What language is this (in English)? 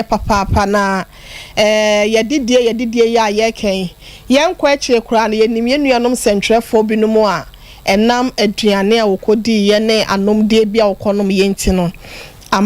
Akan